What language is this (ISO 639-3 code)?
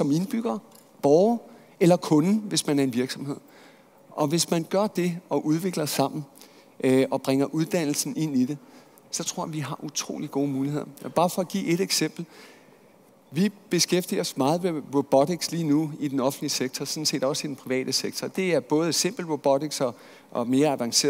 dan